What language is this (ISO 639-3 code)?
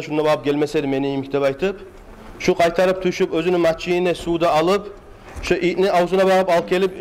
kum